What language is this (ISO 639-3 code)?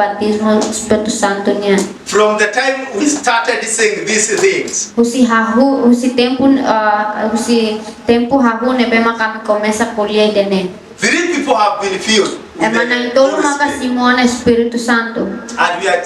tet